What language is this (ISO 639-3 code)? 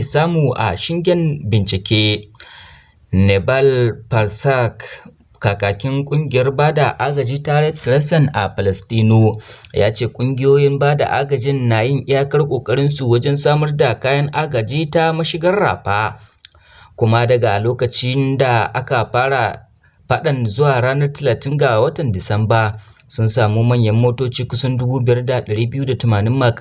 hau